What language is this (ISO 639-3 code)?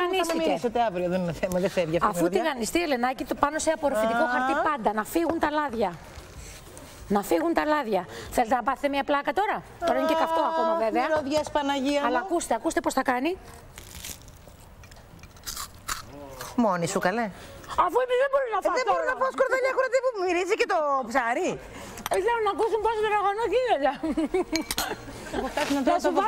ell